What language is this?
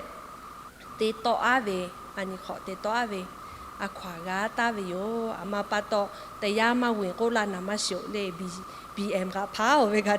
Lahu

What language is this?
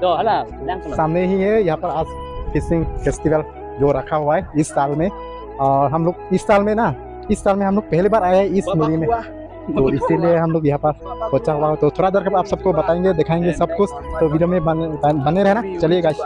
Karbi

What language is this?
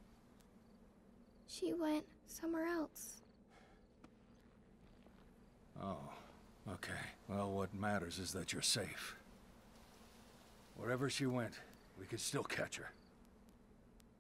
English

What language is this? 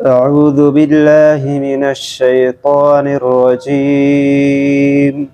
Brahui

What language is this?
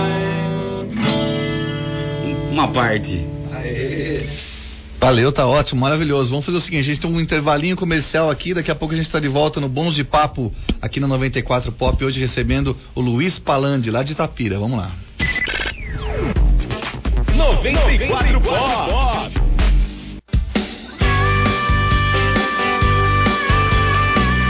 Portuguese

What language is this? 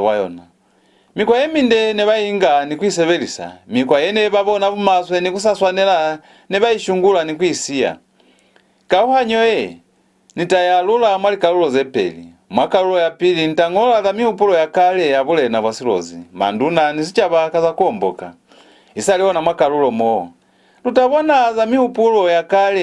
Lozi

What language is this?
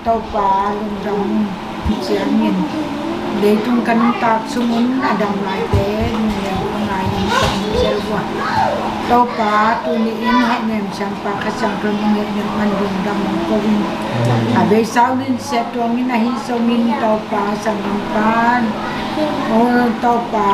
Tedim Chin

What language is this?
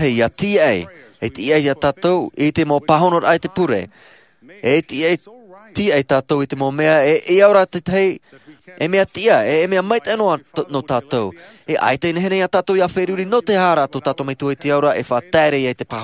Tahitian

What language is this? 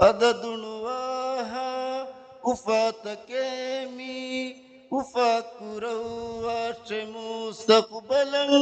Divehi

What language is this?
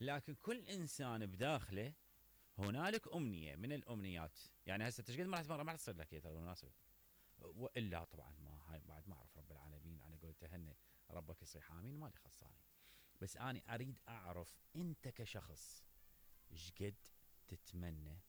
Mesopotamian Arabic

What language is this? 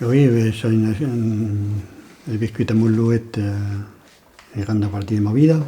Occitan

